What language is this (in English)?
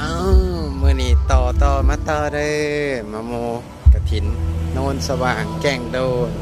Lao